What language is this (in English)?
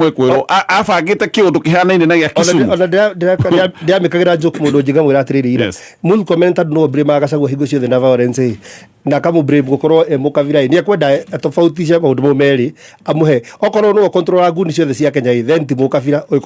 Kikuyu